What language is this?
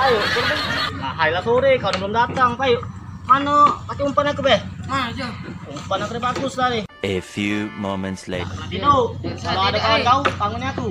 Musi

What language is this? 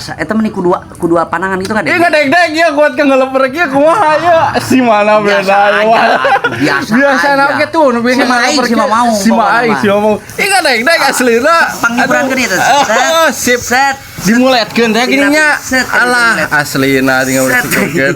Sundanese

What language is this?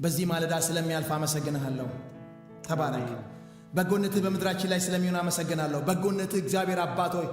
Amharic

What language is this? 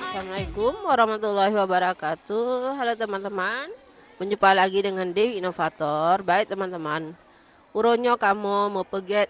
Achinese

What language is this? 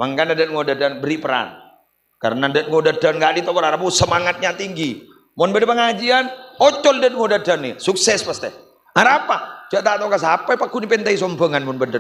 Madurese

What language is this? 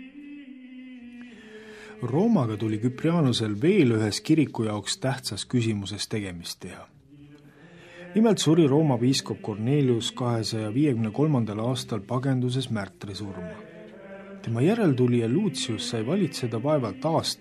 Estonian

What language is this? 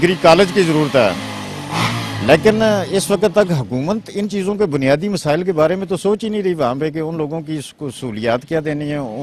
Urdu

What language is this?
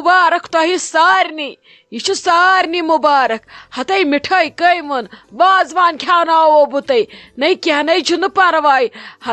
Kashmiri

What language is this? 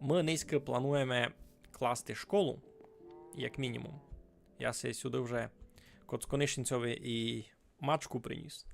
Rusyn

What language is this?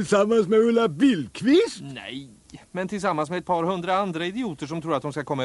Swedish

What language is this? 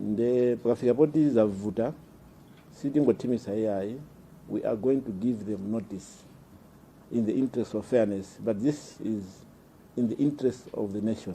Nyanja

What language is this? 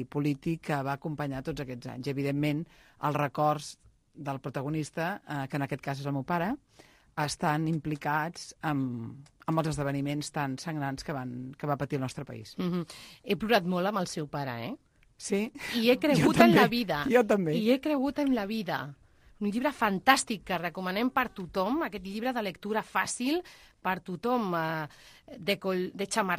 Catalan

